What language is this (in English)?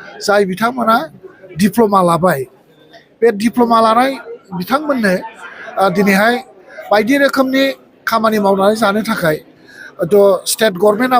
Bodo